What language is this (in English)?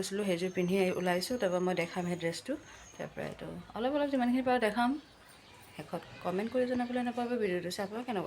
Assamese